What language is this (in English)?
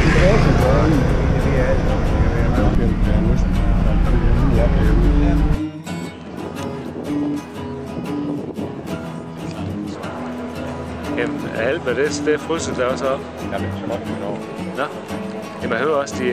Danish